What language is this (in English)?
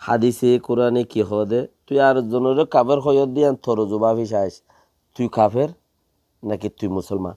Rohingya